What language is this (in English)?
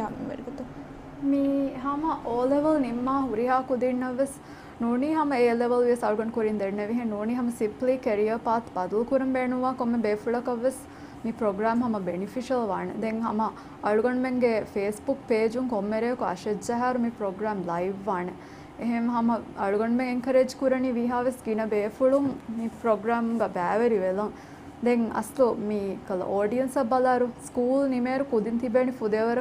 Divehi